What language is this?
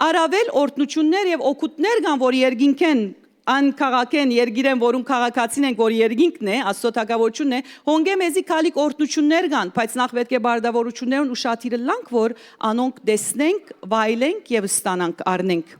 Western Armenian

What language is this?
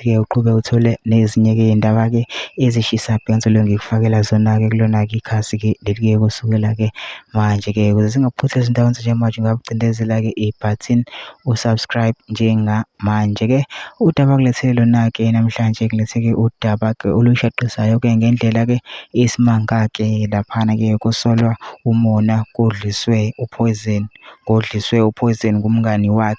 Zulu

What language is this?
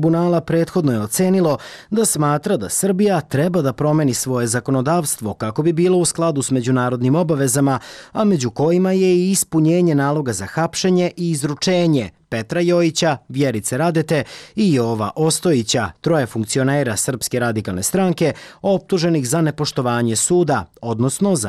Serbian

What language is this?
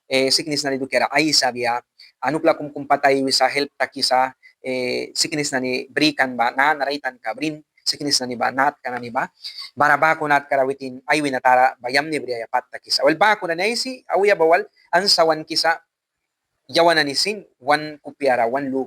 Mískito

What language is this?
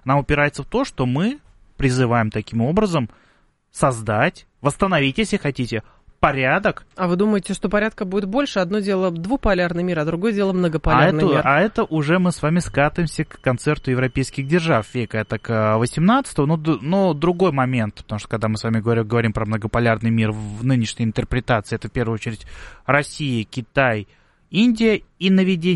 Russian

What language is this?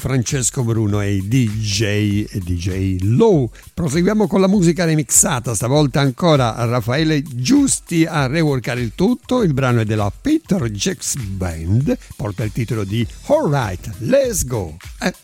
Italian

